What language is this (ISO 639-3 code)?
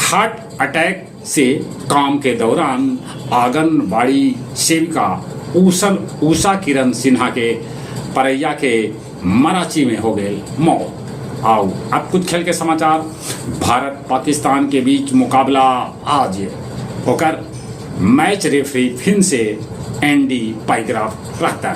mag